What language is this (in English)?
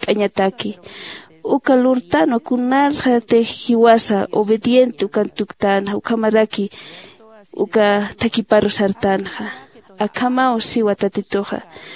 Aymara